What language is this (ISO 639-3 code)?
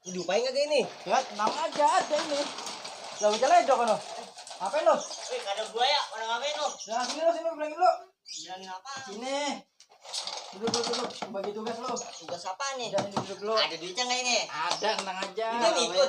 bew